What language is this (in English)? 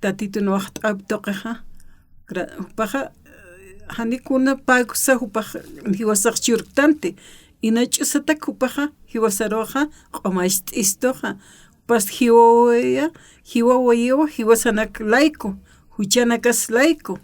Aymara